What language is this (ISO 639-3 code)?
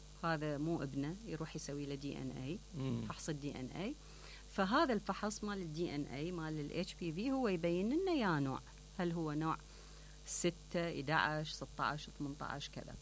acm